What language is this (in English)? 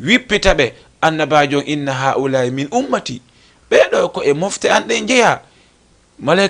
Fula